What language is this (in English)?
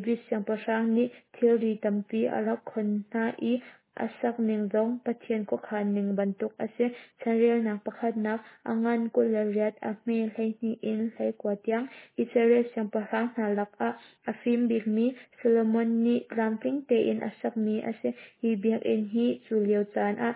Hakha Chin